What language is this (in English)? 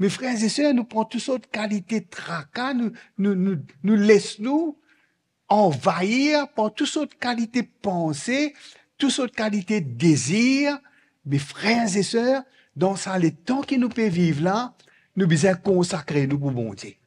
Morisyen